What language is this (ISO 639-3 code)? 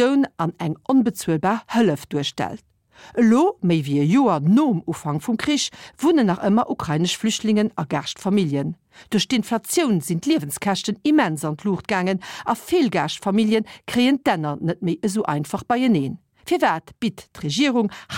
ltz